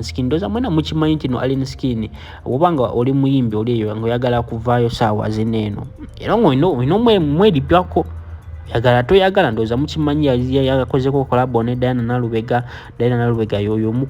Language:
Ganda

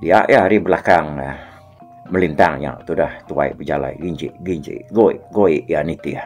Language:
Iban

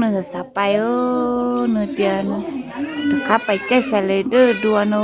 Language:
Hmong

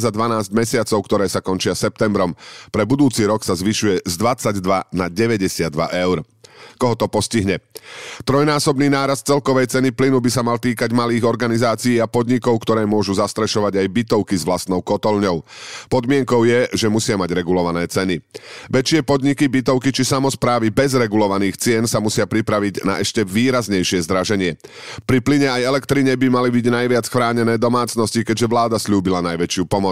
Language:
Slovak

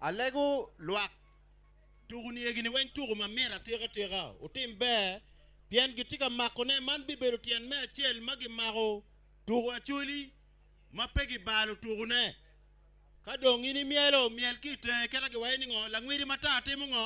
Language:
Acoli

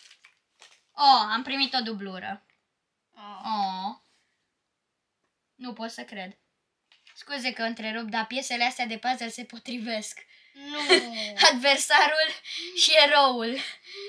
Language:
Romanian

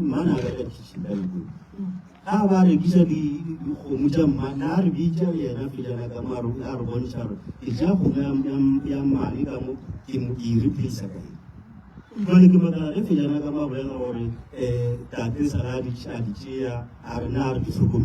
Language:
Northern Sotho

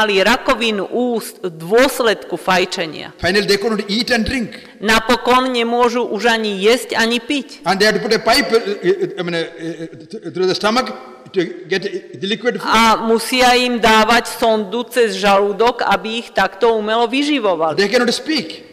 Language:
Slovak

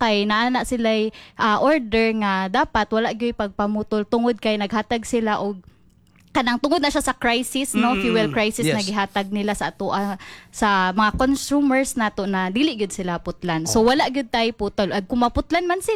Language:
Cebuano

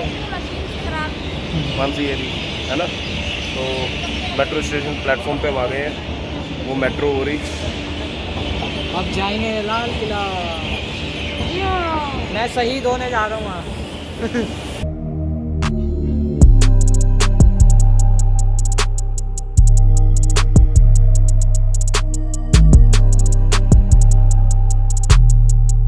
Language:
Hindi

